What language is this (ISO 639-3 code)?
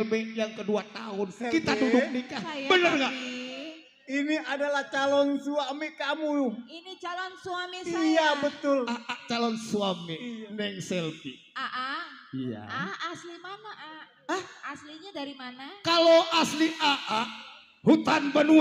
bew